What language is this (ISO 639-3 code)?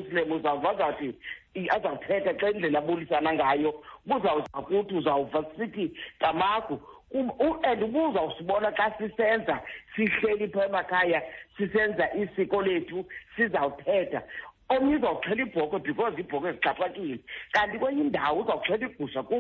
xho